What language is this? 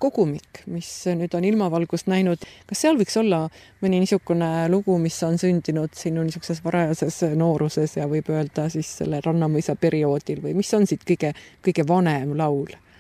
Estonian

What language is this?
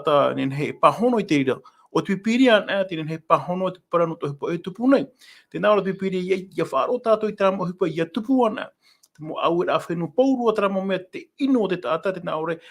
Tahitian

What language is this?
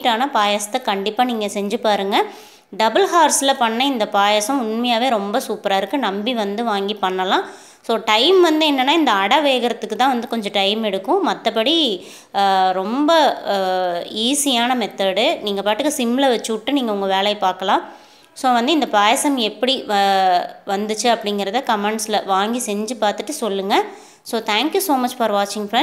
Tamil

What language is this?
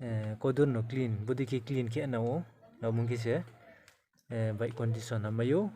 Riang (India)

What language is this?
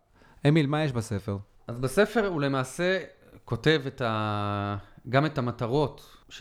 Hebrew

